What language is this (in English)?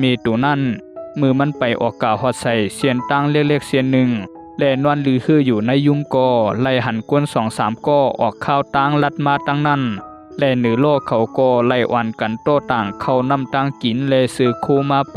Shan